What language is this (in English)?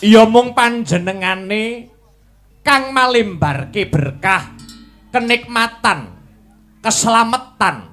Javanese